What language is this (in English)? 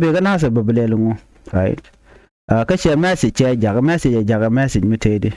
Nuer